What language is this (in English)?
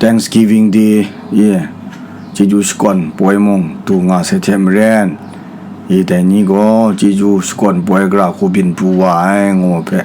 Kachin